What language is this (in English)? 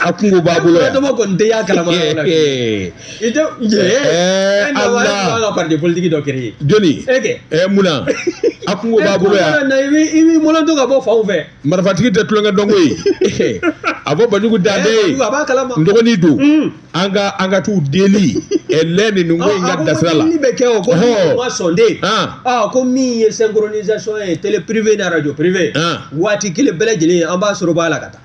Bambara